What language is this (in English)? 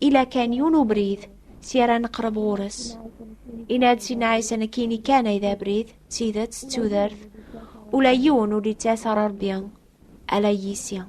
Kabyle